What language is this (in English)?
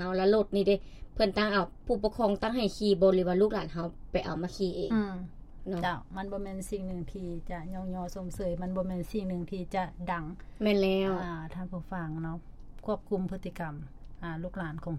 Lao